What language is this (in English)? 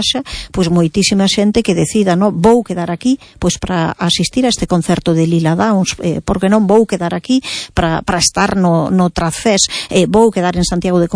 Galician